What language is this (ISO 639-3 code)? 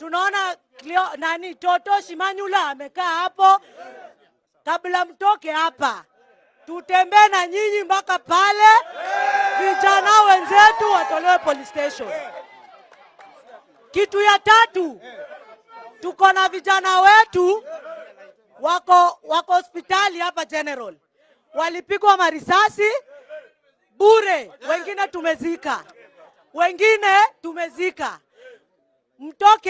swa